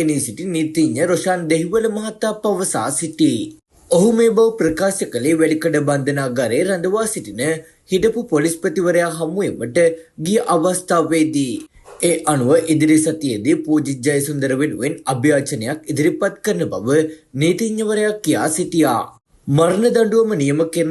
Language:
Sinhala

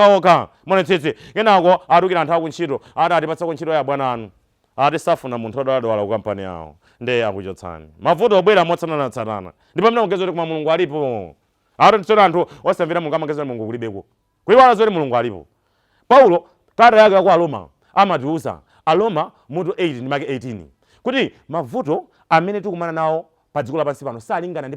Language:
Nyanja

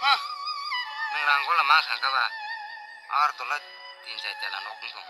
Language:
Kok Borok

